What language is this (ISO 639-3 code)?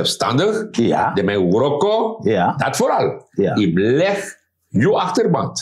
srn